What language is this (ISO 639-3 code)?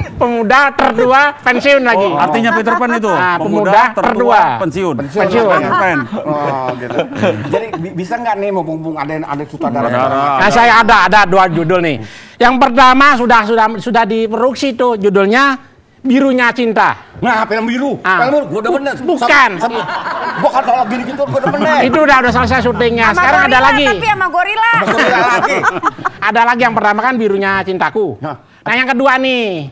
ind